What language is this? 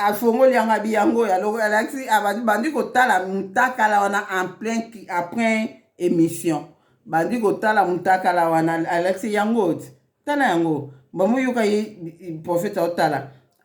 Lingala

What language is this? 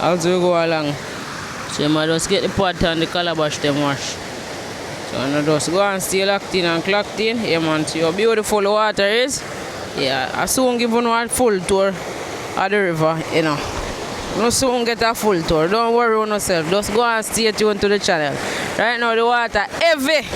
Jamaican Creole English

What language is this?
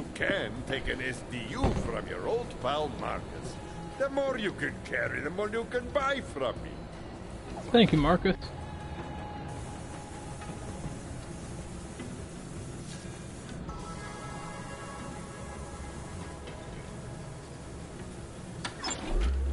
English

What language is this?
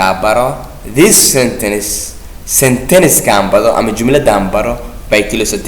Somali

